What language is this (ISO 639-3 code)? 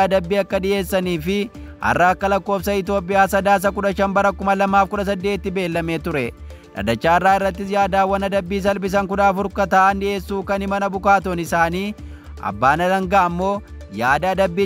orm